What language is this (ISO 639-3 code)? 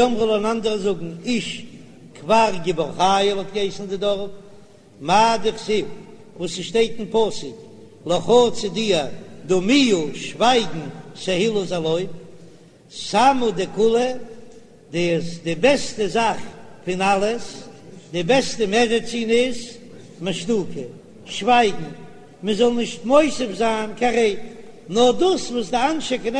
yid